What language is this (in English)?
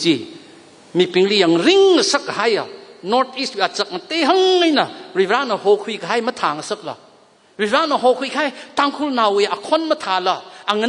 Tangkhul Naga (India)